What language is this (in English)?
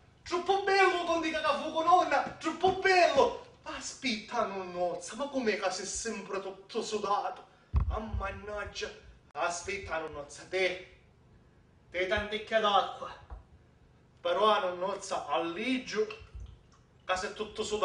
Sicilian